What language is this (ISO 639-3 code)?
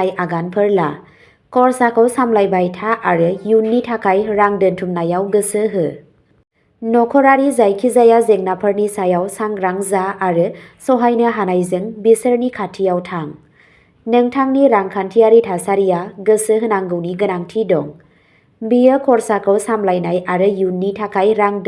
brx